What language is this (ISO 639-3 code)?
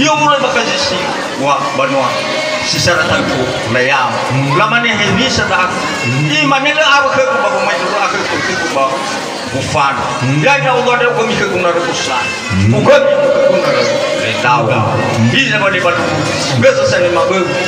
nia